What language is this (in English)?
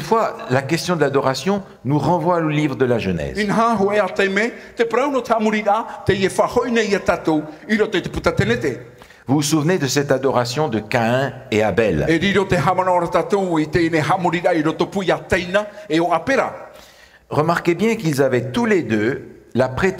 Tahitian